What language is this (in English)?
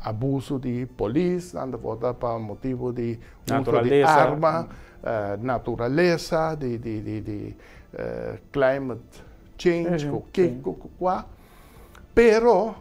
Papiamento